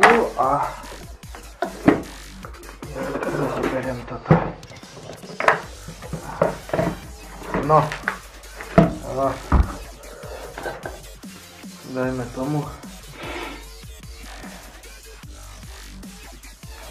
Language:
Slovak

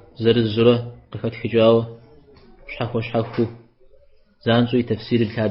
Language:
Kabardian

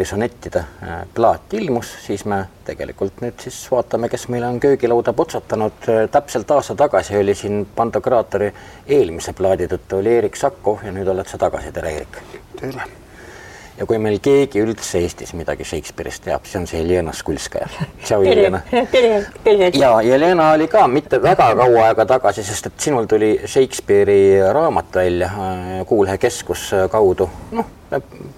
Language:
Estonian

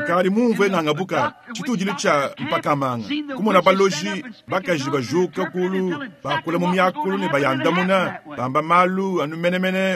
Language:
Luba-Lulua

